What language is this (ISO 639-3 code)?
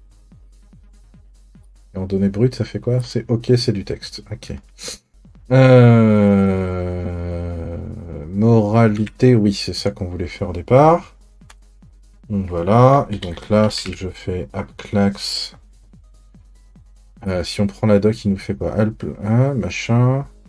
fra